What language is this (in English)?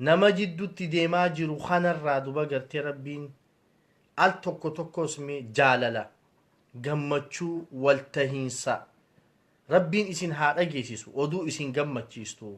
Oromo